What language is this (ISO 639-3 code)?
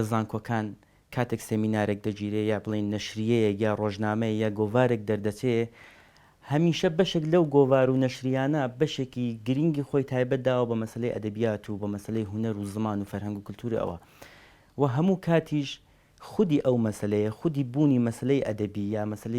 ckb